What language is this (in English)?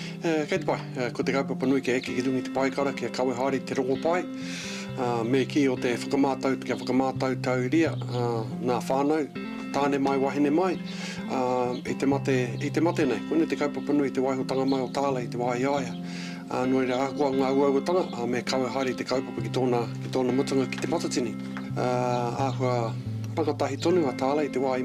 Māori